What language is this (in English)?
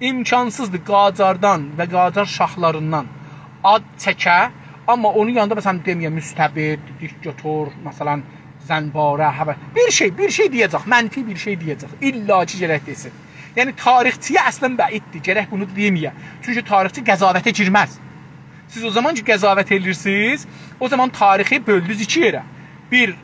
South Azerbaijani